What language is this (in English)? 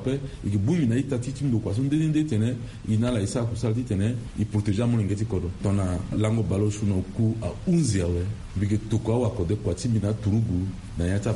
Sango